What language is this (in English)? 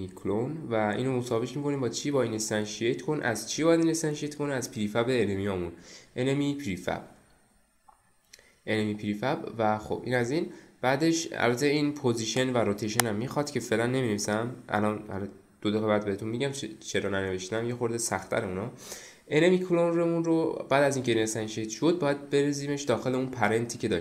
Persian